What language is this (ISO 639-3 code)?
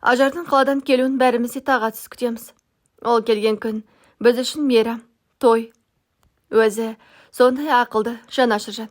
kaz